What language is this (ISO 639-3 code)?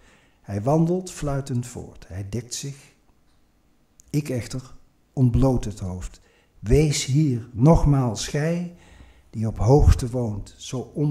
nld